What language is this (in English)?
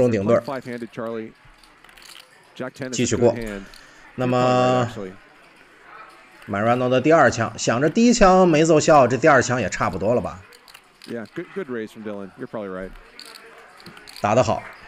Chinese